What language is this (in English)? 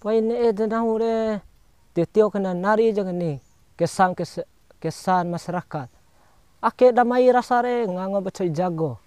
Bima